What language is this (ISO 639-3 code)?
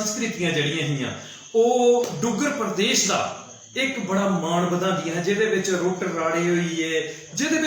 doi